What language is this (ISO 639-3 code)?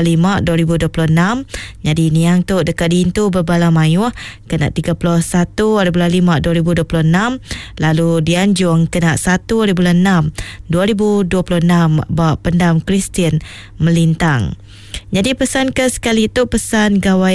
iba